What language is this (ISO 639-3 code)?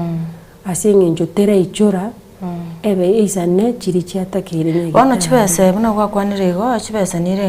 guz